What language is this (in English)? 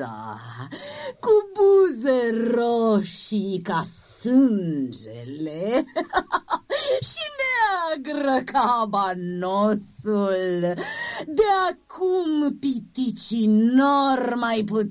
Romanian